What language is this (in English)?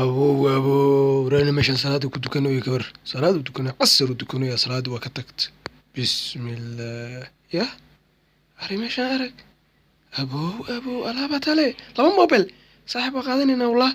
Somali